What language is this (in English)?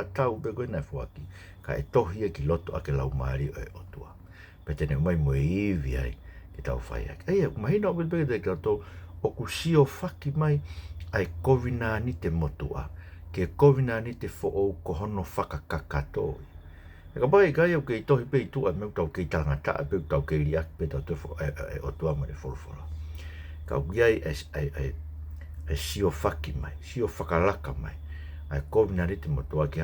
Tongan